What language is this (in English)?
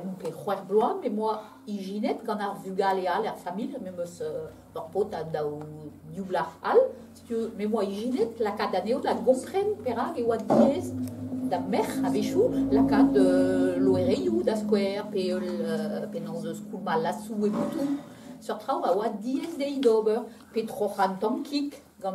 Breton